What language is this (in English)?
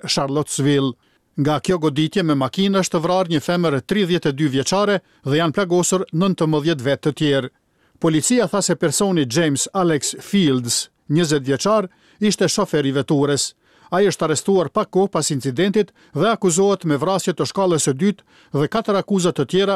Albanian